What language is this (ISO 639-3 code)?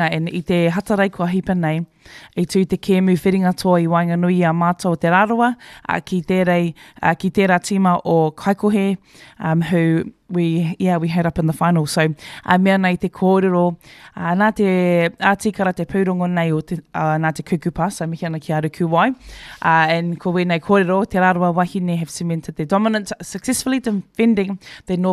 mri